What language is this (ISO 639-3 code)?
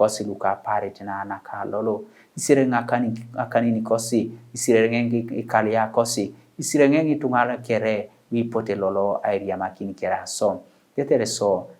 teo